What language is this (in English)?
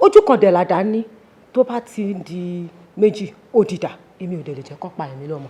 Yoruba